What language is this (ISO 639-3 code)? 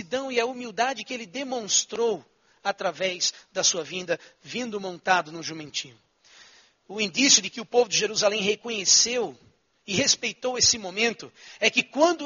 por